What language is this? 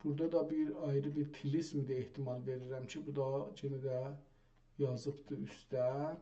South Azerbaijani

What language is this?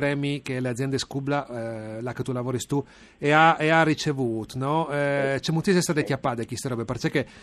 Friulian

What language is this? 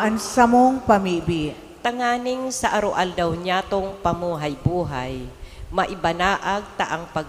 Bikol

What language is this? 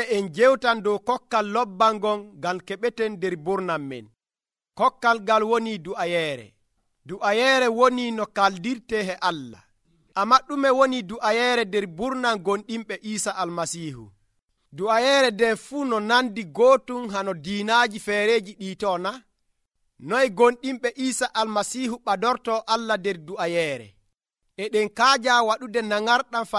Nigerian Fulfulde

